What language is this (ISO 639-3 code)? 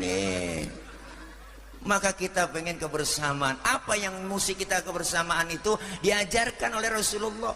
bew